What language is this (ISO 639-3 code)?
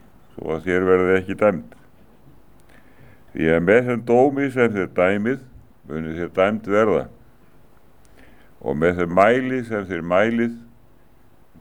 isl